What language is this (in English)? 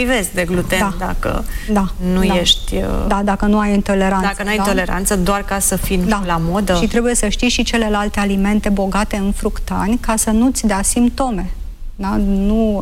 Romanian